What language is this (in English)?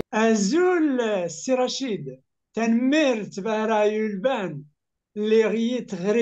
Kabyle